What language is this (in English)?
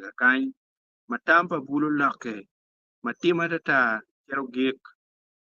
Acoli